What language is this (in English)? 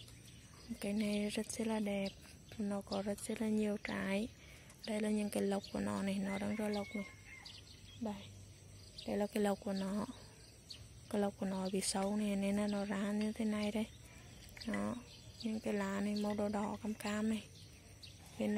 Vietnamese